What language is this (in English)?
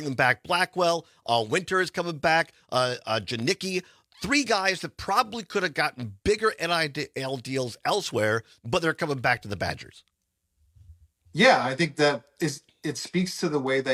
English